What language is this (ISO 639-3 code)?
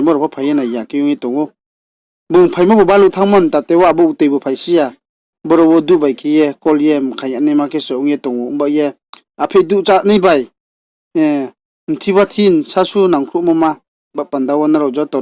ria